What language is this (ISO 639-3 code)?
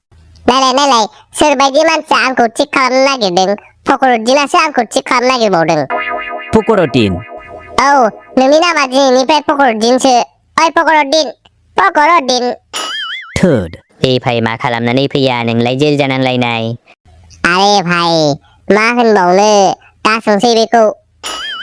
brx